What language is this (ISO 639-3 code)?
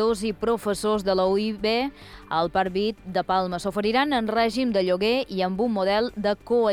cat